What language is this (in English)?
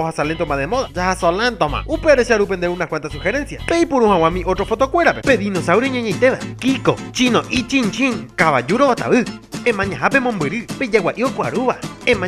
Guarani